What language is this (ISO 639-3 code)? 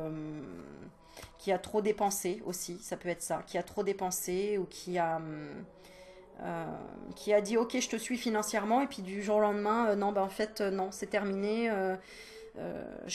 fra